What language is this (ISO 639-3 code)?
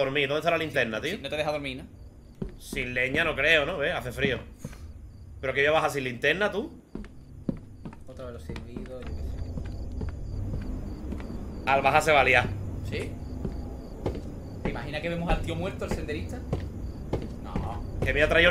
spa